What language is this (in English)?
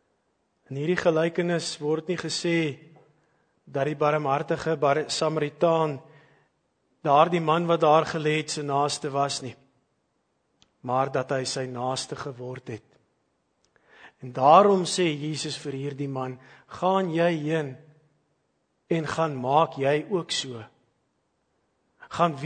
Afrikaans